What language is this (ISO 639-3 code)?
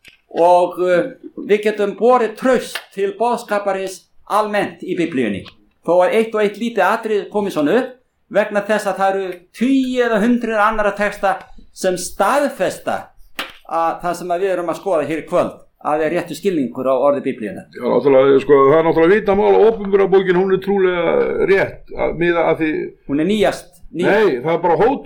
isl